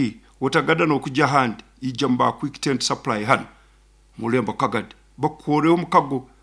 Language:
Nyoro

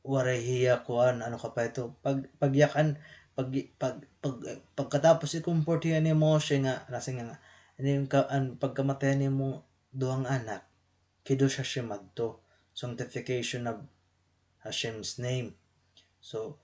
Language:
Waray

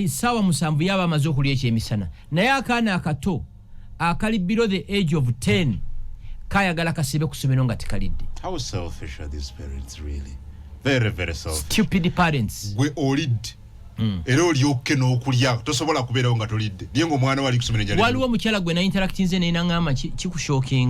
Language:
Ganda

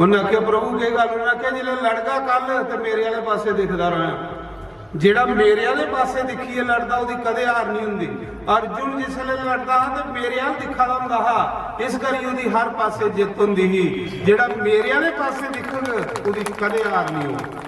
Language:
Dogri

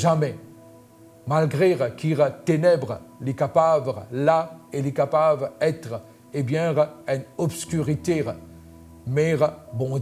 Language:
Morisyen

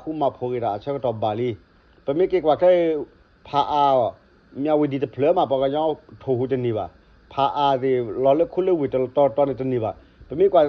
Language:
S'gaw Karen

